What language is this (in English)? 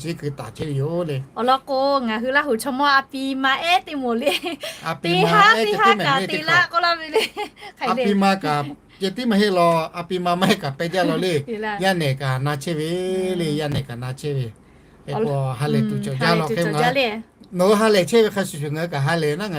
Lahu